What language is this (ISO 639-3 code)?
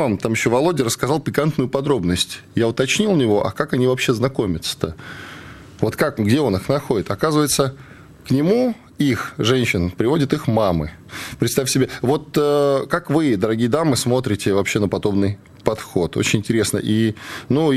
rus